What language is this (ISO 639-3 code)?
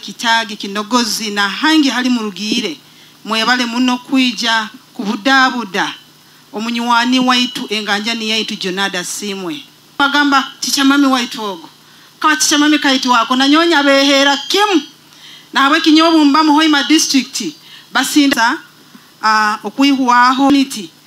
nyo